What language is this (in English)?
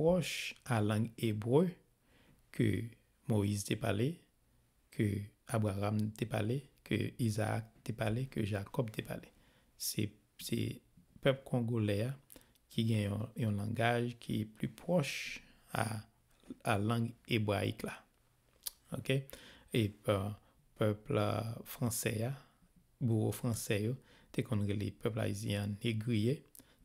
Haitian Creole